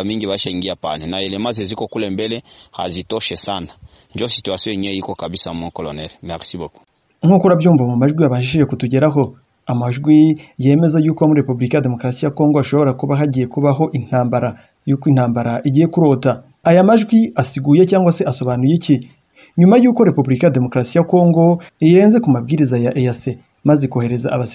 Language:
Kinyarwanda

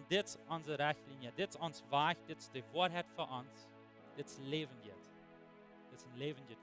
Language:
Plautdietsch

